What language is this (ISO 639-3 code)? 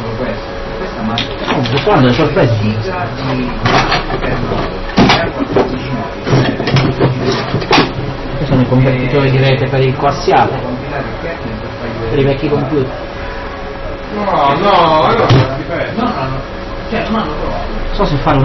ita